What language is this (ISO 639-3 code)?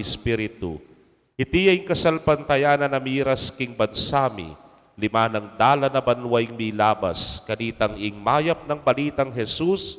pam